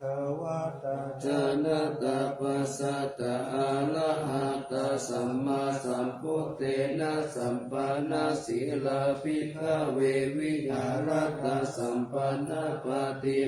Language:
Pali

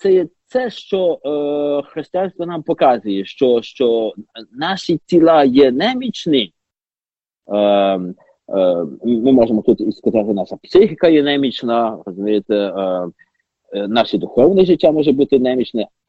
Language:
Ukrainian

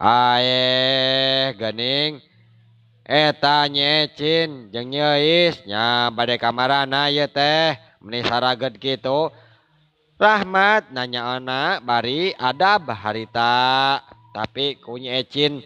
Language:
Sundanese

